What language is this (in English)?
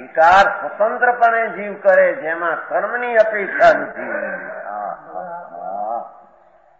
Gujarati